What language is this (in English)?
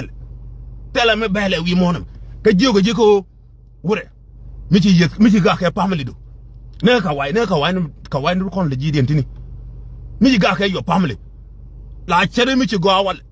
Nuer